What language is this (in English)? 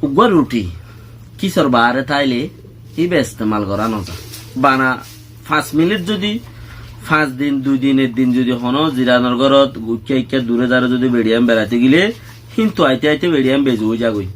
Rohingya